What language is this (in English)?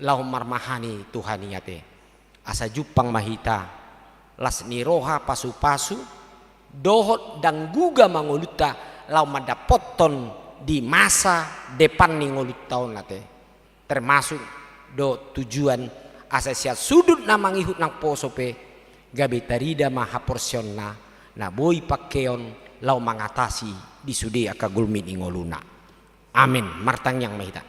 Batak Toba